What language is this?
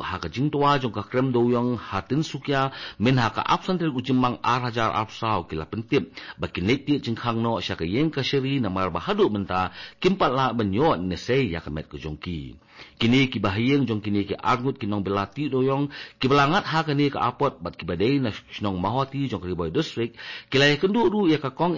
Khasi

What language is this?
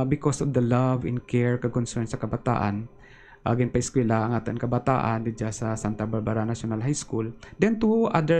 Hiligaynon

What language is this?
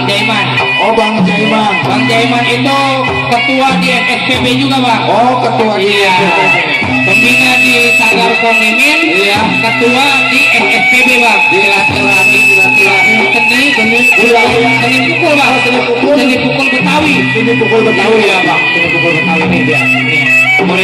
Betawi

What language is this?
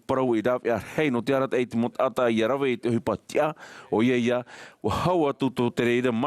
Tahitian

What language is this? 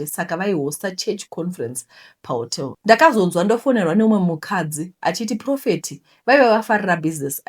Shona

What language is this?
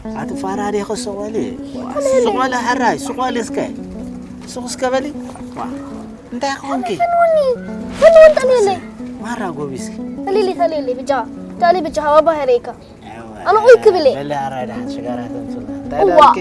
Tigrinya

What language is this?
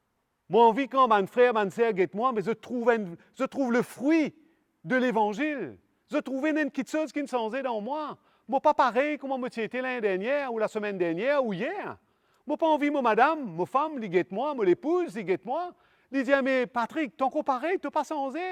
Morisyen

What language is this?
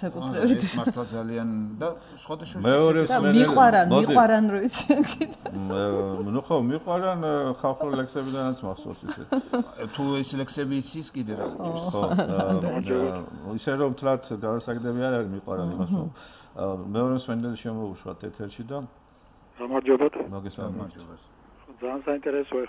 Georgian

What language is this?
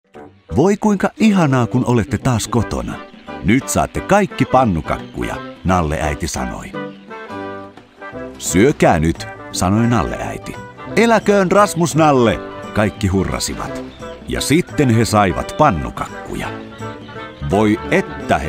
Finnish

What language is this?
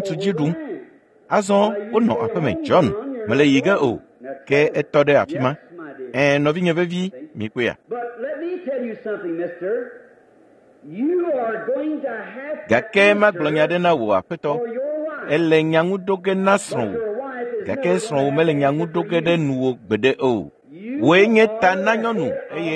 Ewe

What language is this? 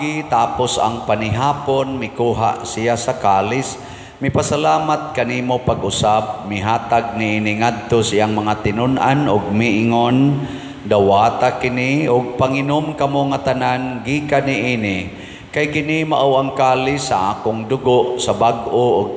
Cebuano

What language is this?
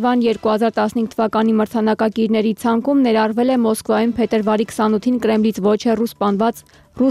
Armenian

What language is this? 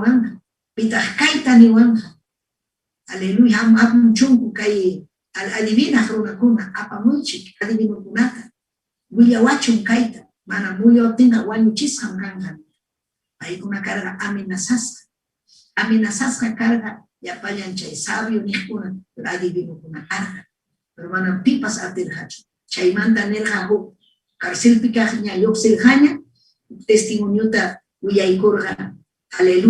Ayacucho Quechua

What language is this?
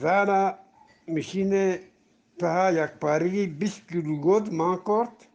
Eastern Balochi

